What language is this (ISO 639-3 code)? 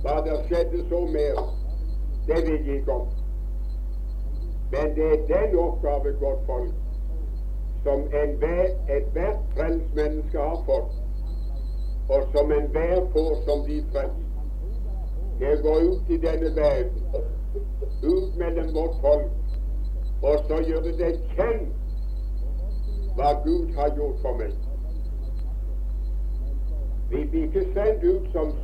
nor